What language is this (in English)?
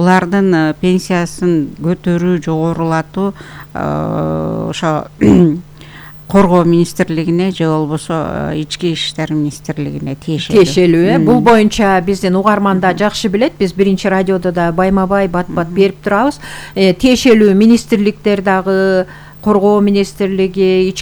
Kyrgyz